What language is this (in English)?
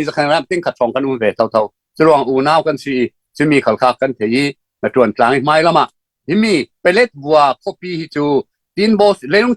Falam Chin